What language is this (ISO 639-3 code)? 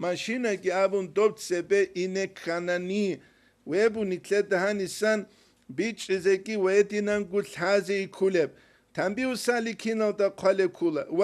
ava